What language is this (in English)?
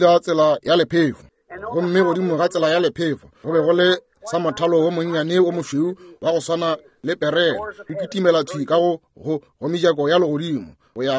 Northern Sotho